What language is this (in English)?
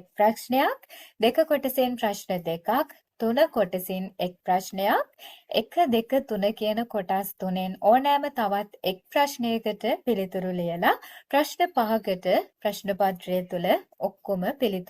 Sinhala